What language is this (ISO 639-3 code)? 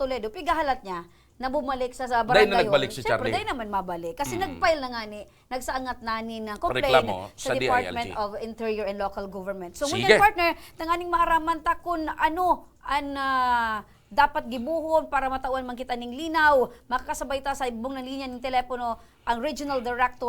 bik